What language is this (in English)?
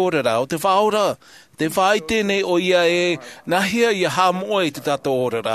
Tahitian